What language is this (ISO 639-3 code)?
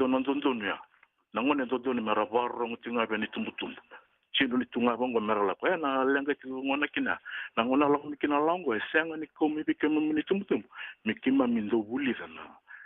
fij